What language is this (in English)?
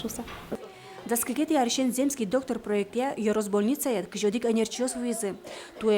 Udmurt